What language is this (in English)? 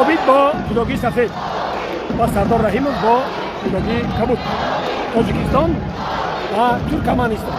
Tajik